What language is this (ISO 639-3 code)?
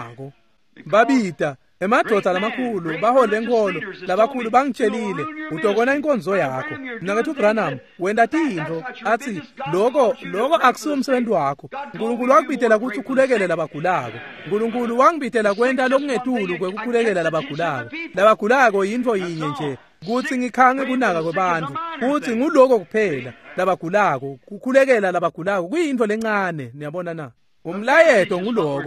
ssw